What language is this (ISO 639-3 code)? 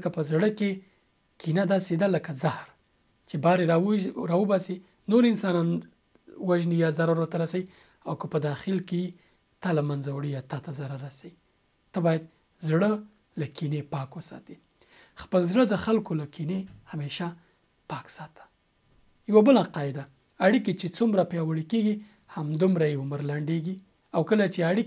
pus